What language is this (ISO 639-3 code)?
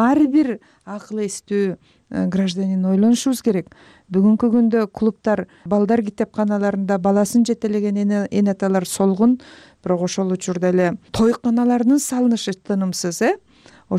kir